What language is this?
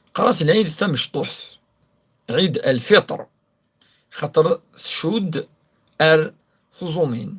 Kabyle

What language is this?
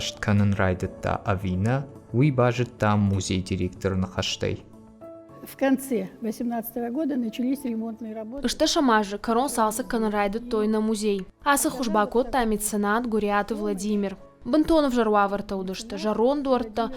Ossetic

